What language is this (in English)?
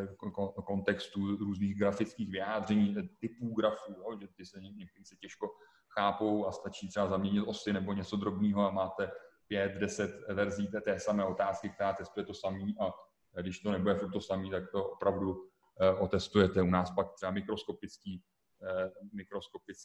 Czech